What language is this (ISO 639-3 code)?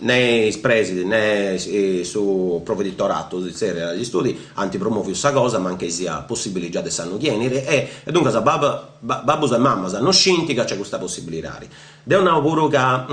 srd